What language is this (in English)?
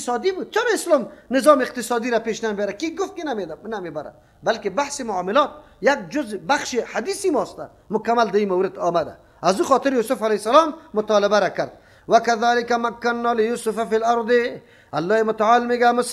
Persian